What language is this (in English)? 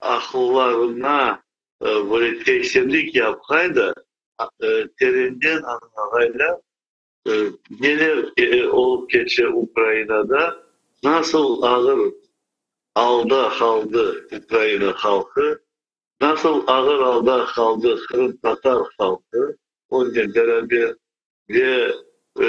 Crimean Tatar